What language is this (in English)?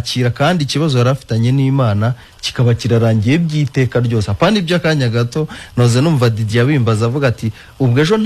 Kinyarwanda